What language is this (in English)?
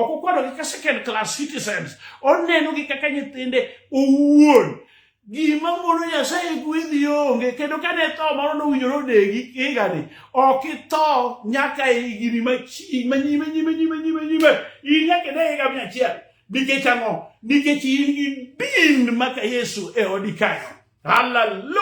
Luo (Kenya and Tanzania)